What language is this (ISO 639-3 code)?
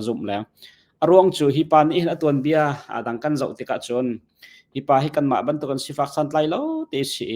cnh